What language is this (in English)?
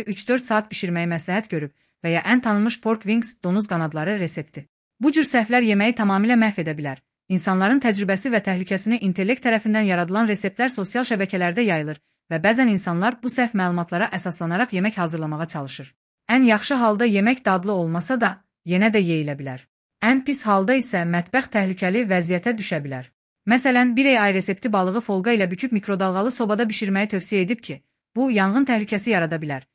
Azerbaijani